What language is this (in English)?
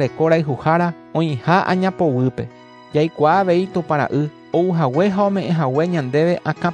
Guarani